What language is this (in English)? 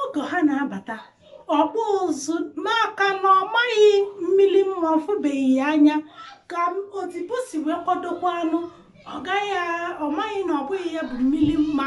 Igbo